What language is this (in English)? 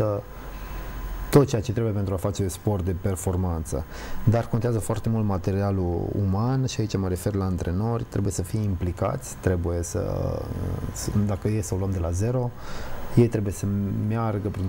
Romanian